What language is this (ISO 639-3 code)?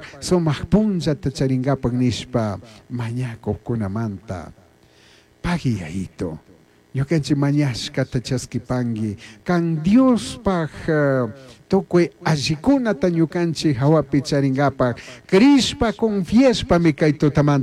qug